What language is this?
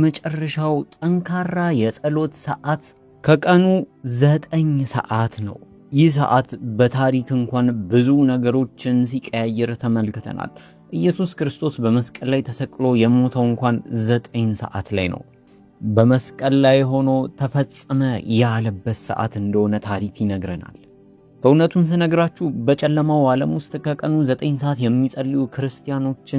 Amharic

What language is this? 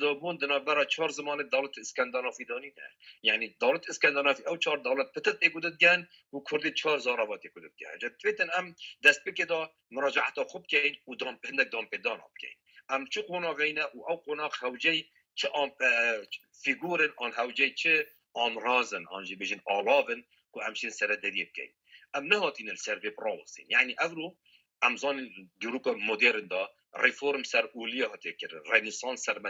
Kurdish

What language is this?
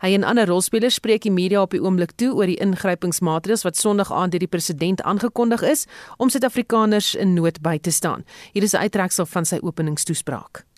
Afrikaans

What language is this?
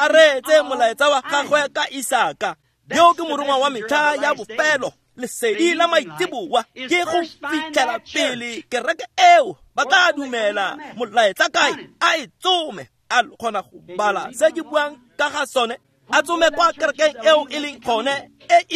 Tswana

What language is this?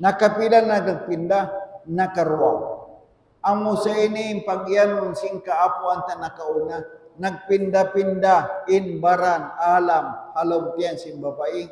Tausug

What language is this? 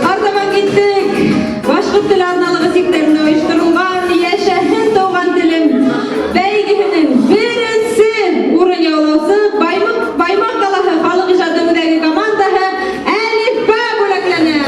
Bashkir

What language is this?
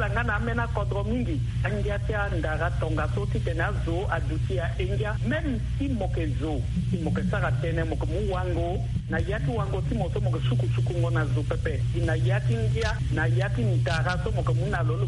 Sango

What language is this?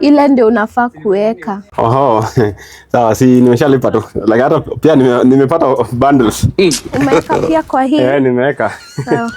Swahili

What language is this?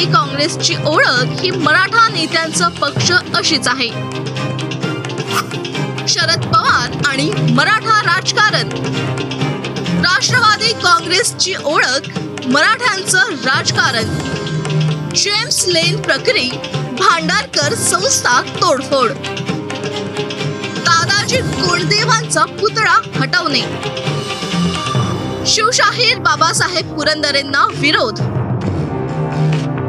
Marathi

